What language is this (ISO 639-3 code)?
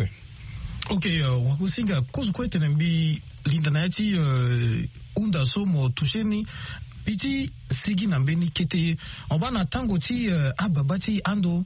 sag